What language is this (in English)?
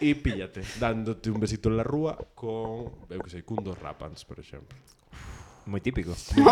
Galician